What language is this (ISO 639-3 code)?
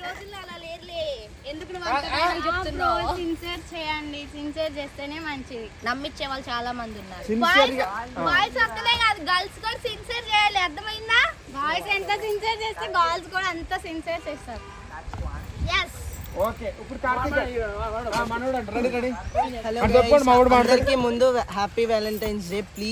tel